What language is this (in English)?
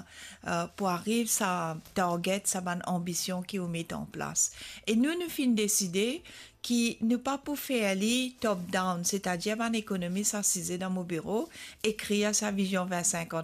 Morisyen